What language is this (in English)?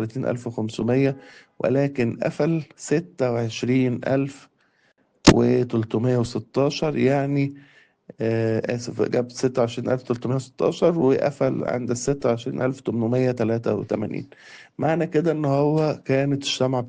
Egyptian Arabic